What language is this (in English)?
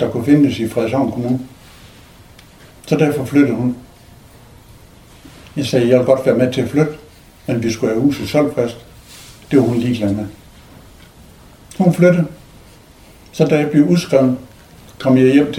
Danish